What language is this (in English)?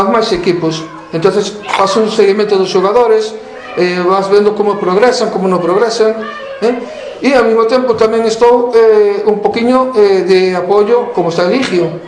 Galician